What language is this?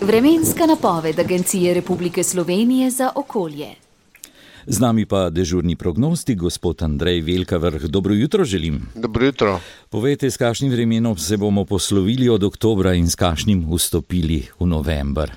Slovenian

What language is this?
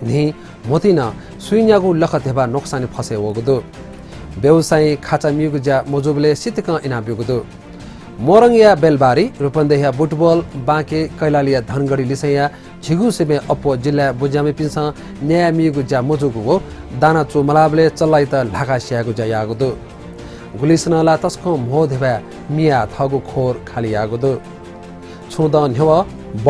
Newari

